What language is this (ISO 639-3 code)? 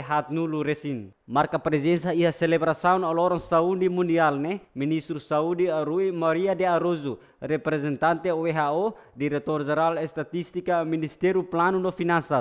tet